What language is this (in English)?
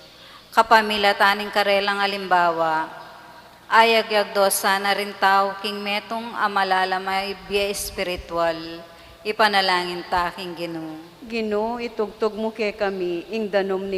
Pampanga